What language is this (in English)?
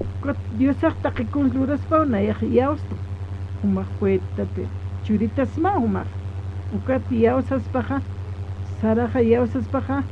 Aymara